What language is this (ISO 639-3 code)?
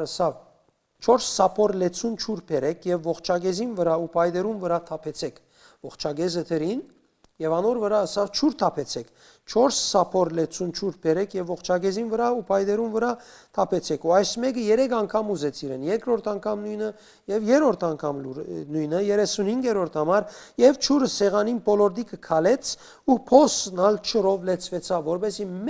hyw